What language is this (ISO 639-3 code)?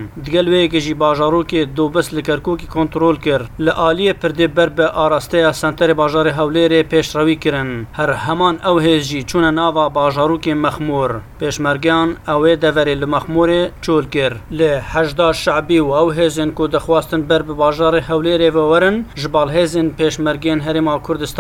kur